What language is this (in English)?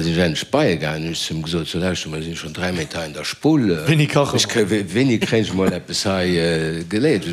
Luxembourgish